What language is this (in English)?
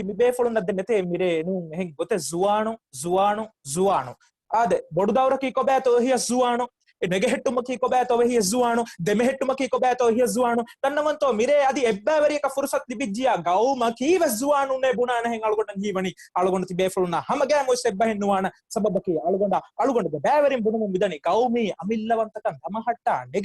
Divehi